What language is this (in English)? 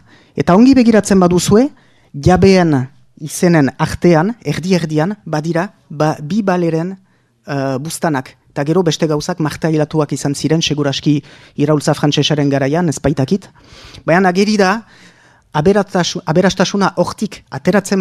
Basque